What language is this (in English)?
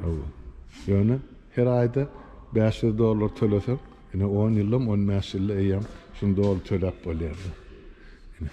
Turkmen